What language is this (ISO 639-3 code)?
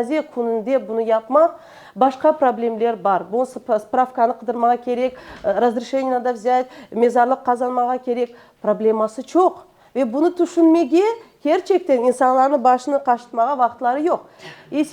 crh